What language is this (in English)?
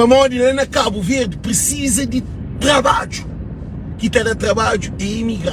Kabuverdianu